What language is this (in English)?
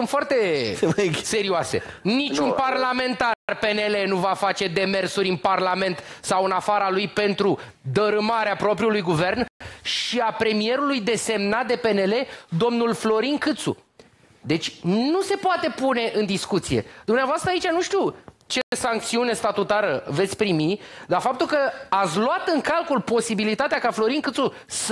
Romanian